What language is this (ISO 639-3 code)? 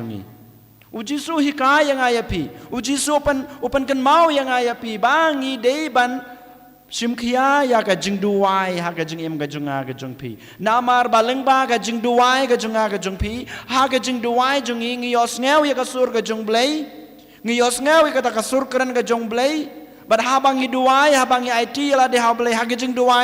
kha